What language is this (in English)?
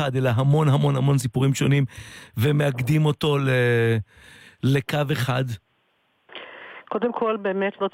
Hebrew